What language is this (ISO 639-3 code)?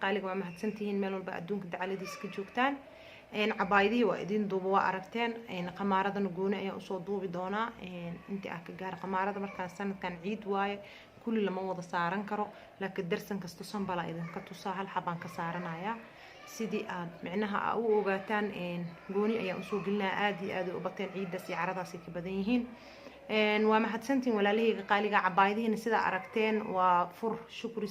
som